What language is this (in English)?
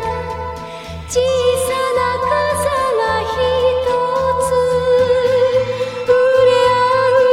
Japanese